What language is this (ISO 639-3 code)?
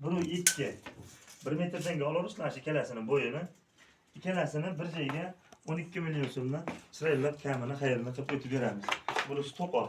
uzb